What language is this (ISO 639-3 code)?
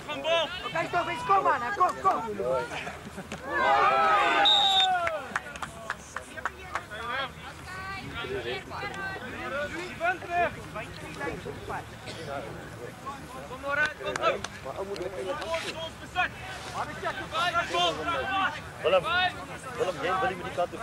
afr